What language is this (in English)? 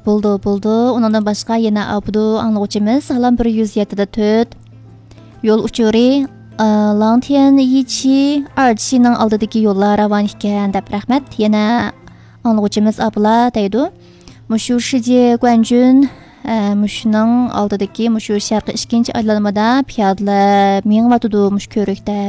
Uyghur